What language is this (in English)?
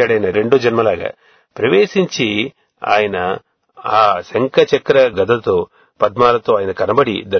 Telugu